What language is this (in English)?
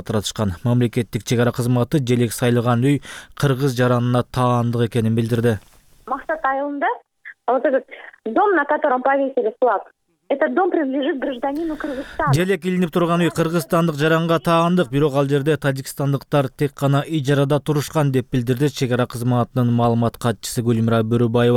Kyrgyz